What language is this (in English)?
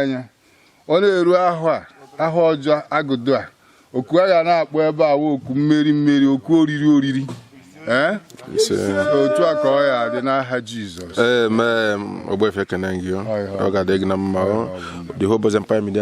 Igbo